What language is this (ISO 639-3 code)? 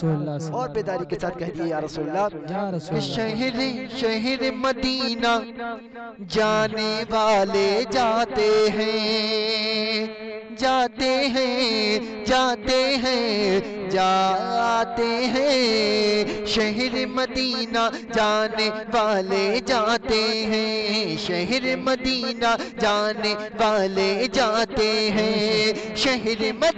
urd